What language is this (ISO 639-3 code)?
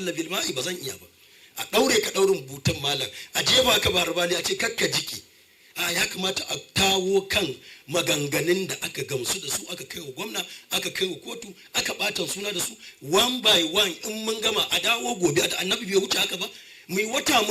hau